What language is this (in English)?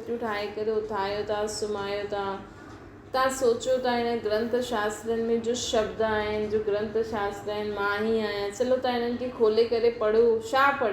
Sindhi